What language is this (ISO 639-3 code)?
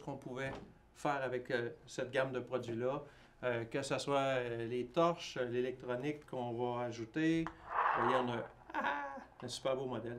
fra